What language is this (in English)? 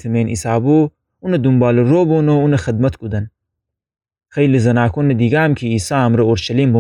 Gilaki